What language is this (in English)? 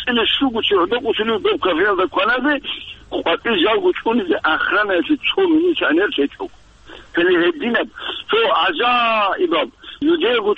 Avaric